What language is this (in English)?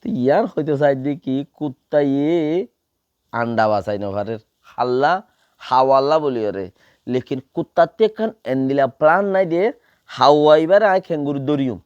Rohingya